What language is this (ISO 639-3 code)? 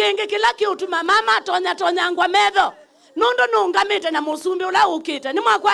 kam